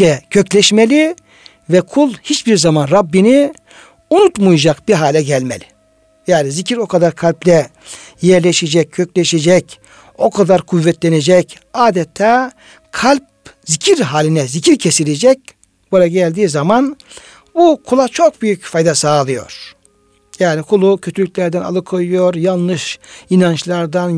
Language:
Turkish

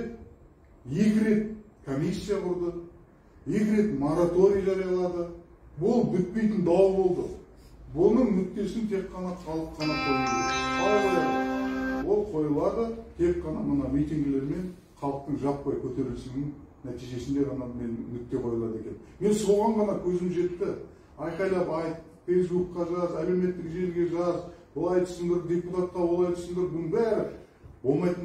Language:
Kazakh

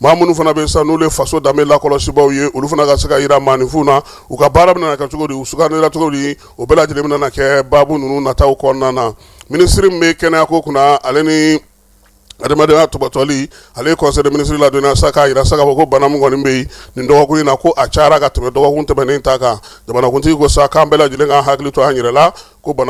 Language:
Bambara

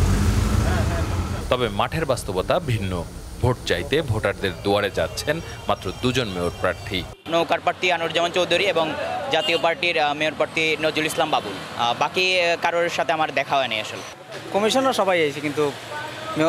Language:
Bangla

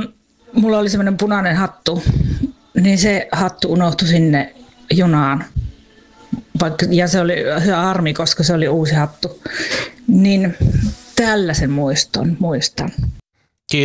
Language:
Finnish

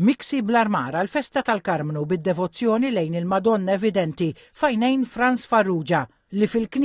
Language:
Maltese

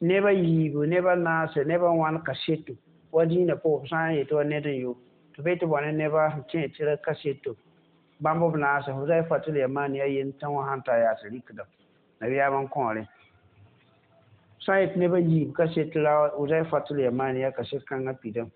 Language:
Mossi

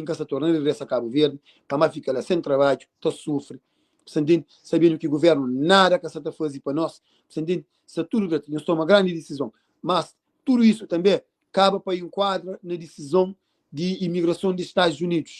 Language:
Kabuverdianu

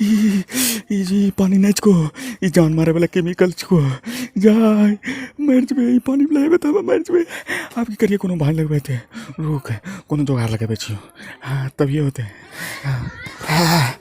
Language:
Maithili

